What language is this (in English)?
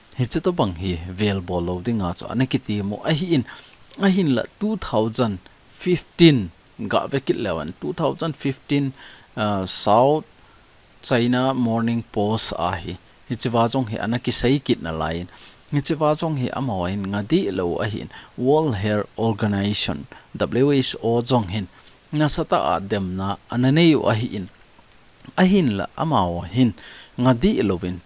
Thado Chin